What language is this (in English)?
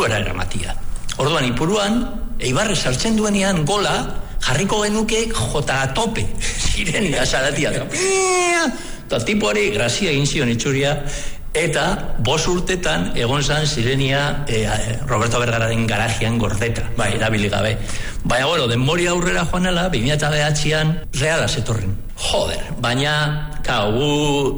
Basque